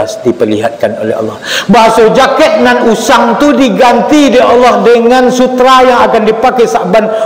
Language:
Minangkabau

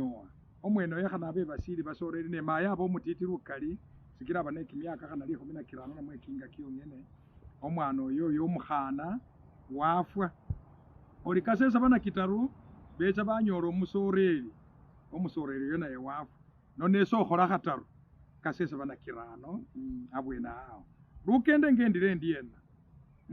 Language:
Masaaba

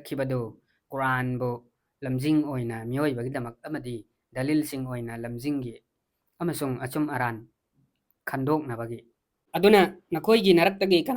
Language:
Manipuri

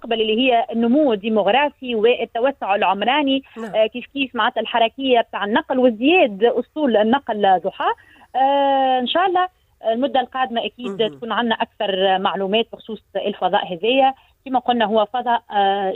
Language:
Tunisian Arabic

